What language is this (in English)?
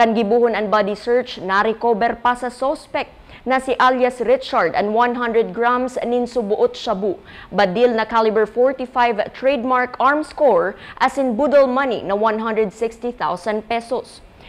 Bikol